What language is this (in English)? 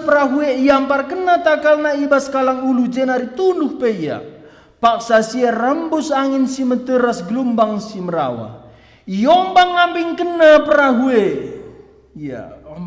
Batak Karo